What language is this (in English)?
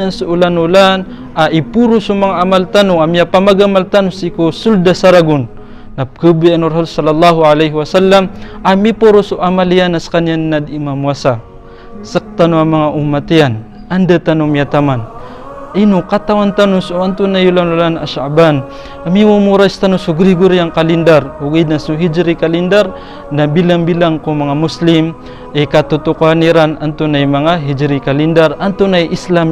Maranao